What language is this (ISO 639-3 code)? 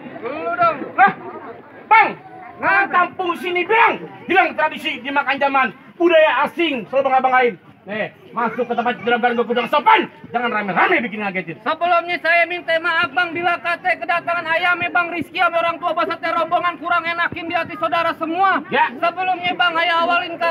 bew